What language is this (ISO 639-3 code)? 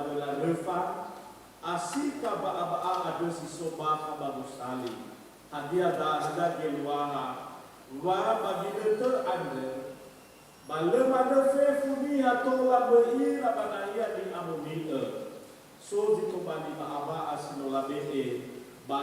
nia